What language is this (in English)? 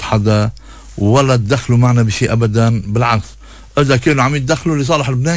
North Levantine Arabic